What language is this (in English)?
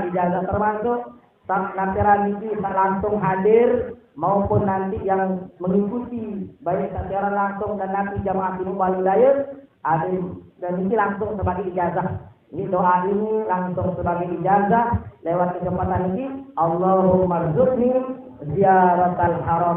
Sasak